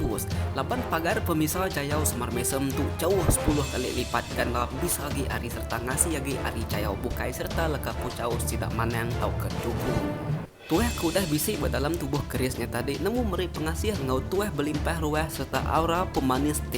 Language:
Iban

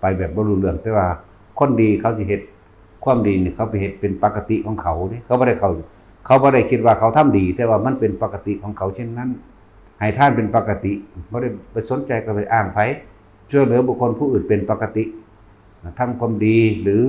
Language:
Northeastern Thai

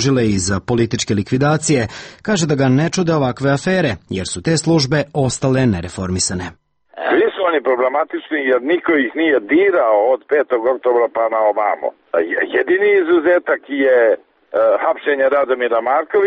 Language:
Serbian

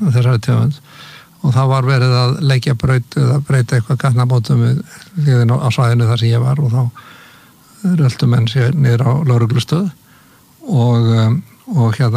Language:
Icelandic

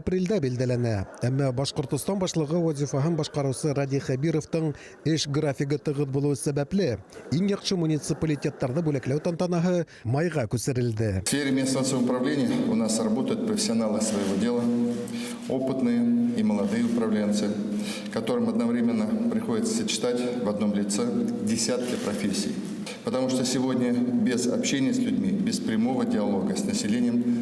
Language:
Bashkir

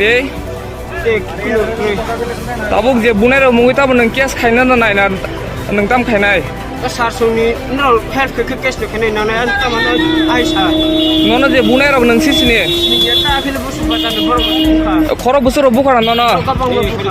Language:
Riang (India)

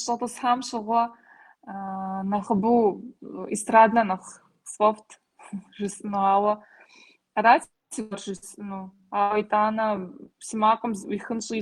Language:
Kabardian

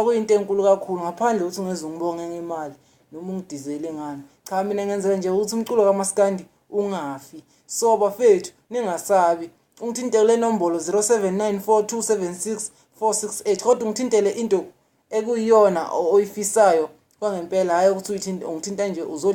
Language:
Zulu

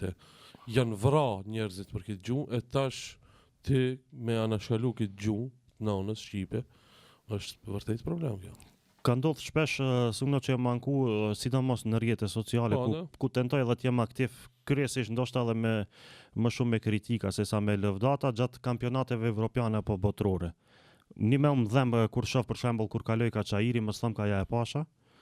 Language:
Albanian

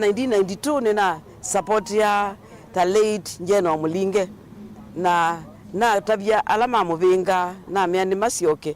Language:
Kamba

